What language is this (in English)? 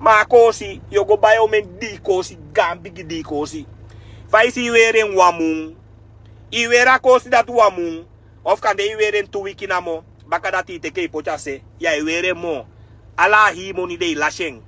Sranan Tongo